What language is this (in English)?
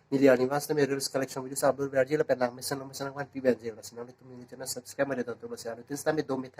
Karbi